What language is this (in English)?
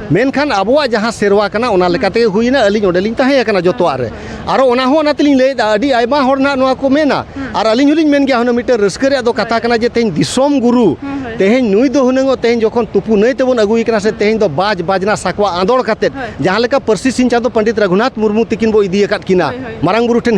Santali